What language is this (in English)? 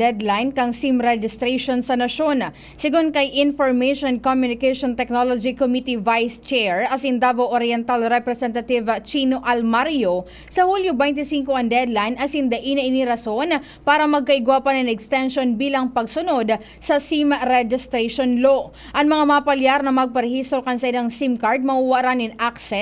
Bikol